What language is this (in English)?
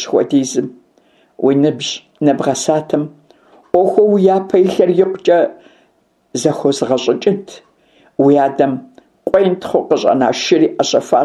Kabardian